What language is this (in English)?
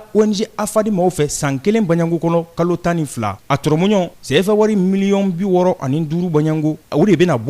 Bambara